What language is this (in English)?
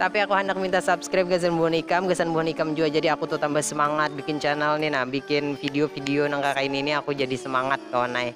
Banjar